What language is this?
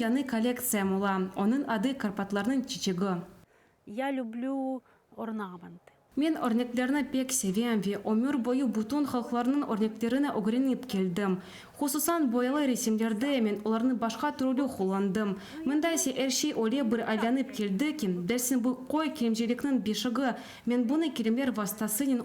Crimean Tatar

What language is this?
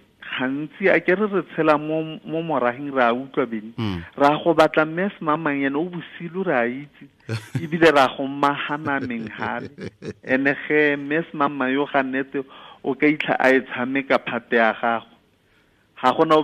Tswana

